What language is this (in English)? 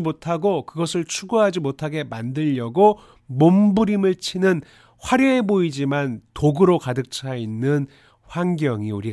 Korean